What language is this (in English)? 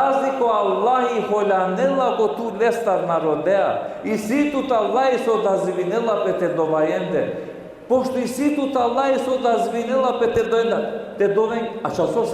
Balkan Romani